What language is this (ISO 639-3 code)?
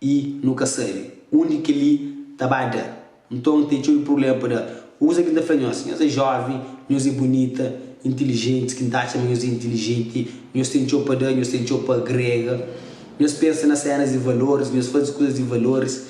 kea